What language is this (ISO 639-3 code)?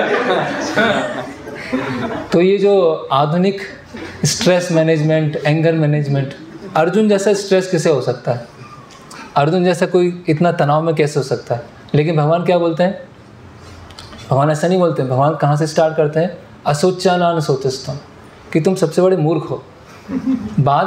hin